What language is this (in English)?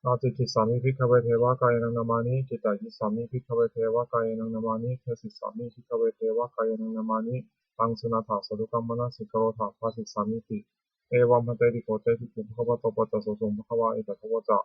Pali